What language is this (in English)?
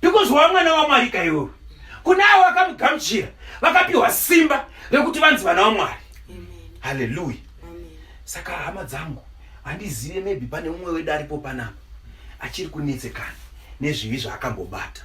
Shona